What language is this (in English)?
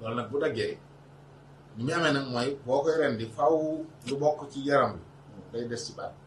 Wolof